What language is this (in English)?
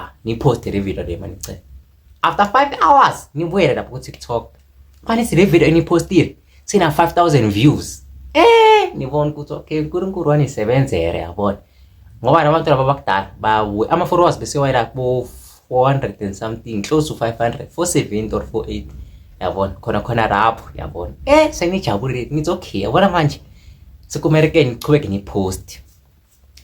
Zulu